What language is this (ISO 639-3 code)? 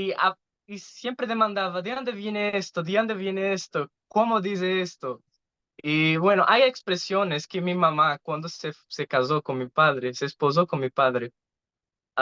lad